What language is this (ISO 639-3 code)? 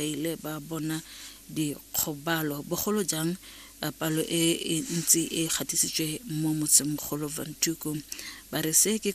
tsn